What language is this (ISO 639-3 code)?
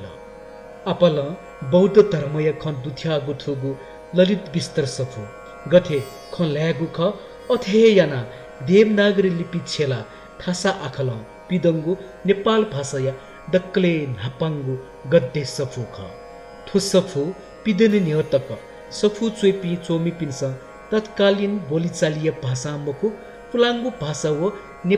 new